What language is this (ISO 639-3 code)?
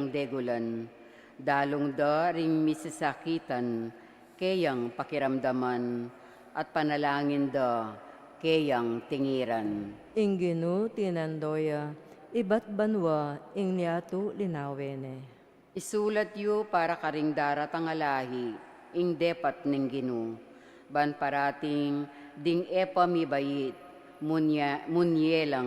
pam